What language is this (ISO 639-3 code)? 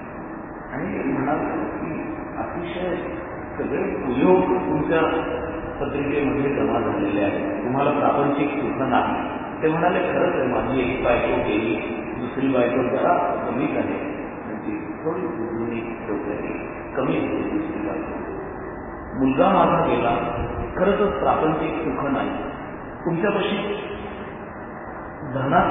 mar